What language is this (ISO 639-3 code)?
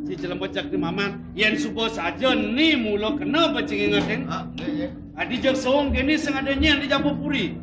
ban